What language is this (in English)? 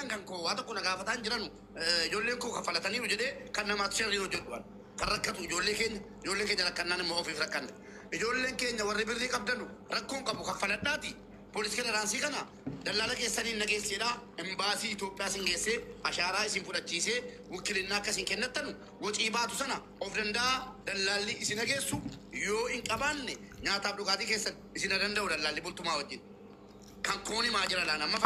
Oromo